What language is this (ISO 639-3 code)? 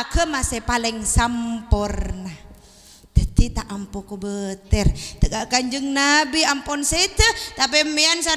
mad